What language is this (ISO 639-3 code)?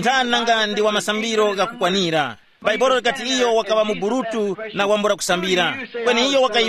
tum